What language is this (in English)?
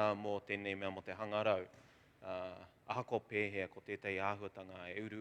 Māori